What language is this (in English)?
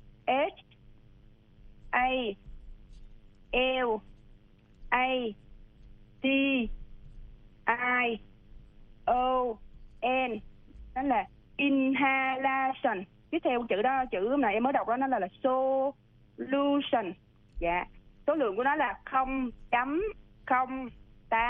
Vietnamese